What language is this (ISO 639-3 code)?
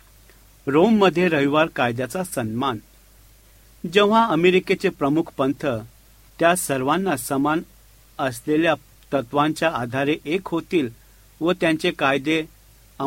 mar